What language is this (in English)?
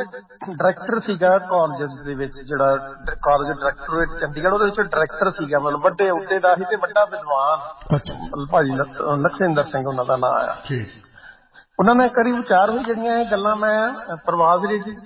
Punjabi